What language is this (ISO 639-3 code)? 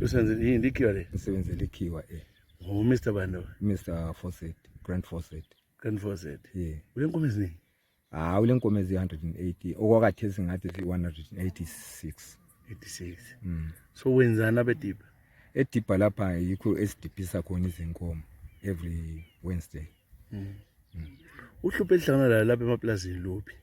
nde